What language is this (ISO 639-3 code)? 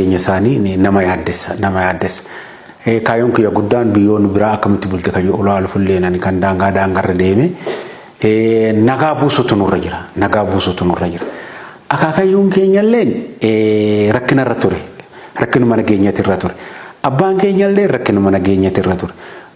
orm